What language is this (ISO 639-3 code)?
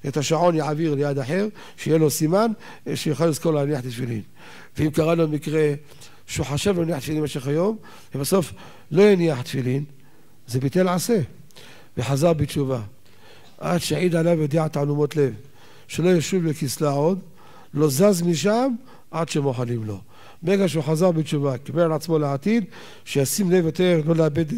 heb